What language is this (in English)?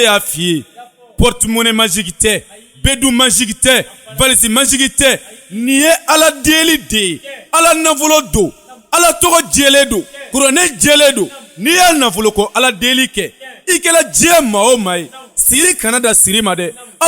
Bambara